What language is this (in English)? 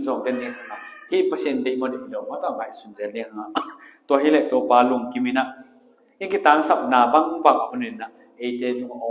Tedim Chin